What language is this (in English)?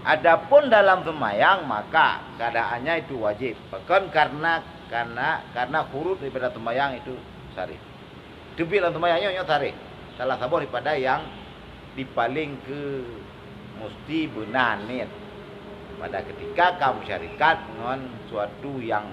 Achinese